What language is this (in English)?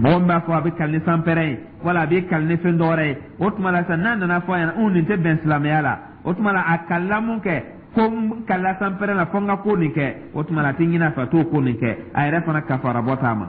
Dyula